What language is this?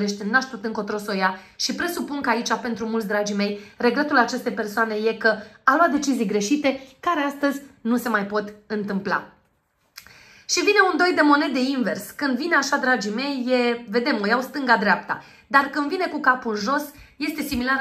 Romanian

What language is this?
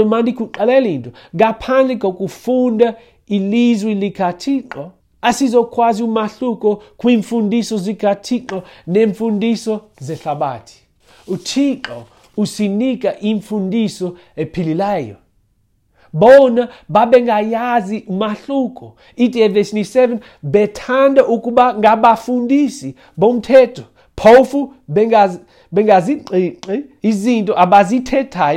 Xhosa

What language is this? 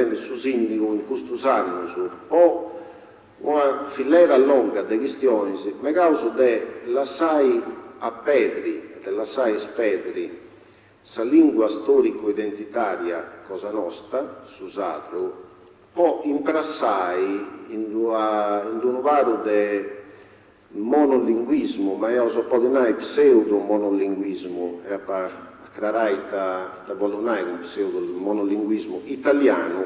Sardinian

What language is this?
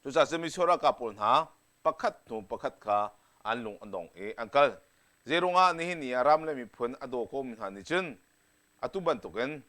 Hakha Chin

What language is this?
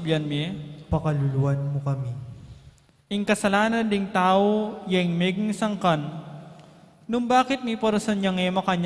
Pampanga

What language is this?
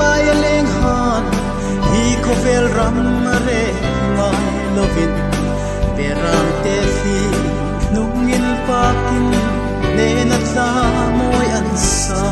Hmar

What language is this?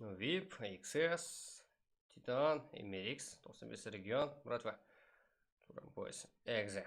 Kara-Kalpak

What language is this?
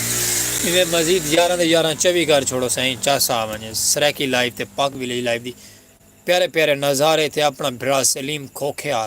Saraiki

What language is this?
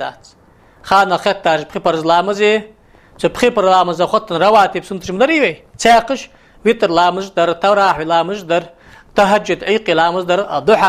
Ingush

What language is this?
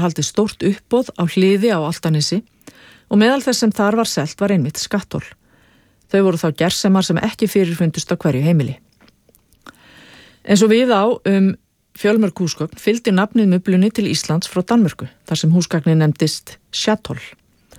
Icelandic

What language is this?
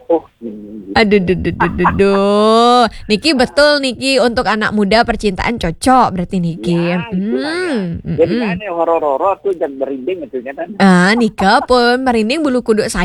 Balinese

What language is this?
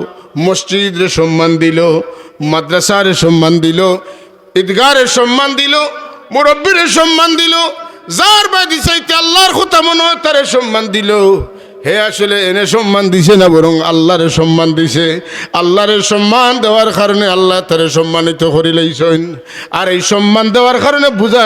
Sylheti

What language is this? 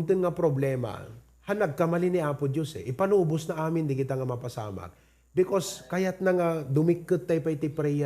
Iloko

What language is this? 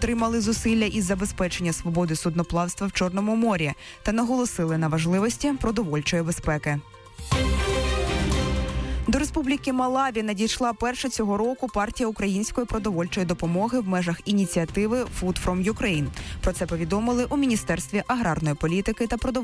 Ukrainian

